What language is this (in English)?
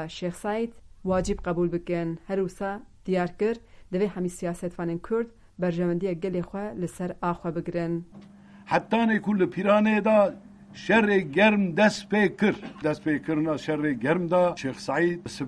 Kurdish